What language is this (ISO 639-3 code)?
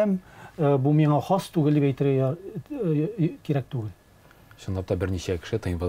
tat